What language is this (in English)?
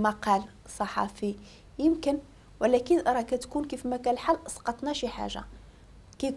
Moroccan Arabic